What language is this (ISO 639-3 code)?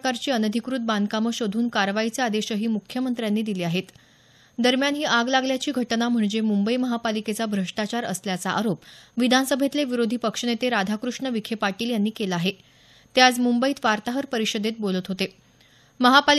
mar